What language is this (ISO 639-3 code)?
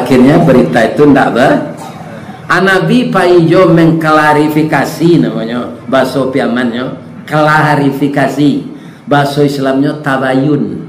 min